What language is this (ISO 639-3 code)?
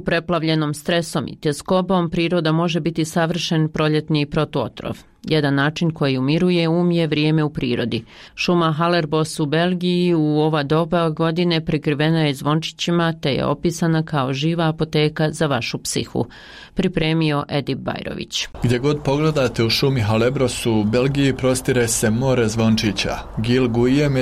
bos